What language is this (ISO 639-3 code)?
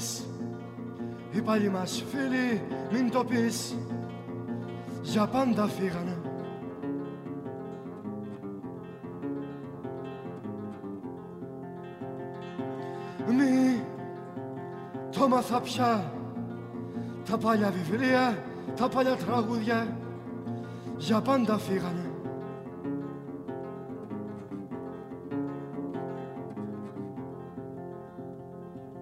ell